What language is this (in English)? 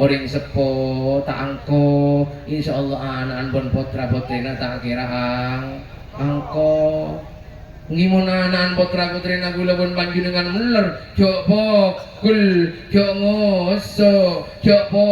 Madurese